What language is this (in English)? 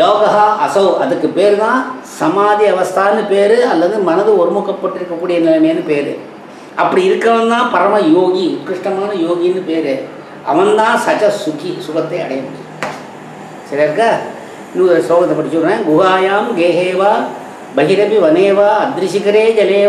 Tamil